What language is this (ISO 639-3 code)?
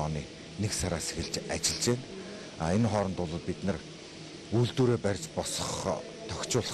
mon